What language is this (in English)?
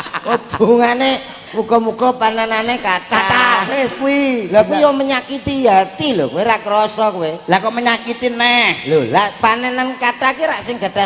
Javanese